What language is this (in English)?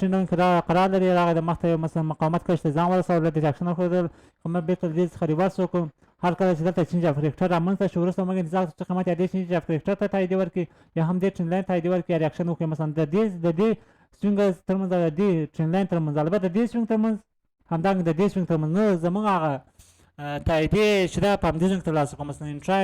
Pashto